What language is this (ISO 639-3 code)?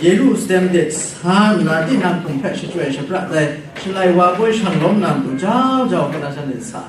kac